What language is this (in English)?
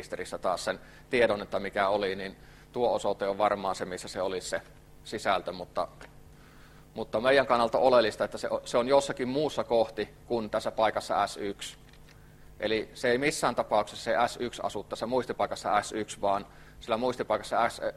Finnish